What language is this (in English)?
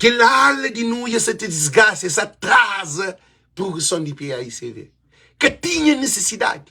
Kabuverdianu